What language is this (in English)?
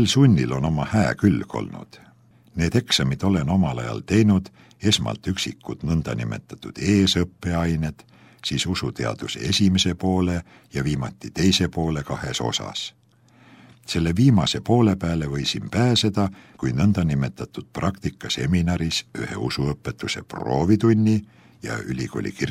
Estonian